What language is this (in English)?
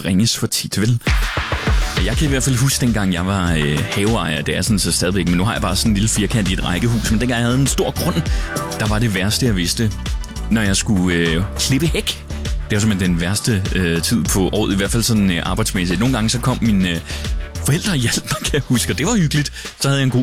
Danish